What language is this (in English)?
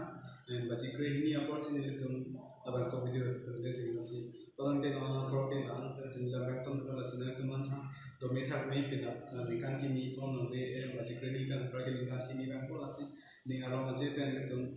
Karbi